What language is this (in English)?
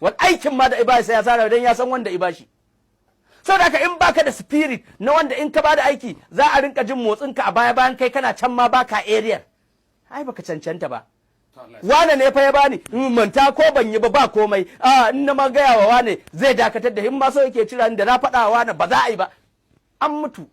Hausa